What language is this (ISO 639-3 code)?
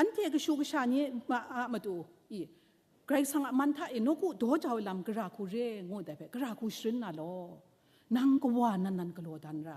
kac